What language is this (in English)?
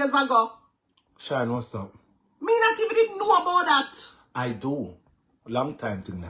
Jamaican Creole English